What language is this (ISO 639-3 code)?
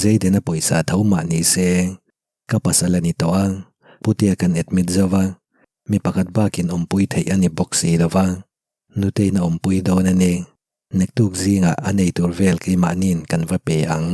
lus